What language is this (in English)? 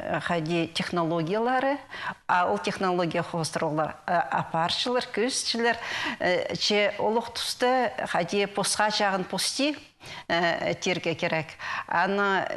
Khakas